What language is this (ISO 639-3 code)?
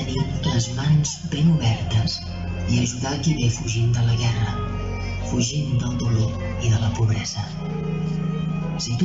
cat